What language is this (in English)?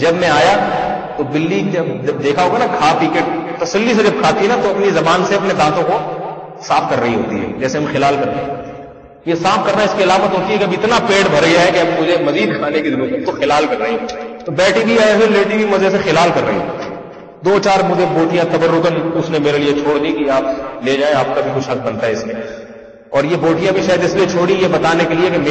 Urdu